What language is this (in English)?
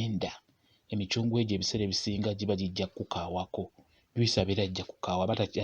Ganda